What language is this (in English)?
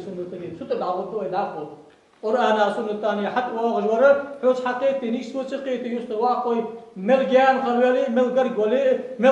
Ingush